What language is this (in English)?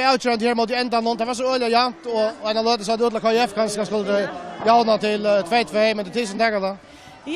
Faroese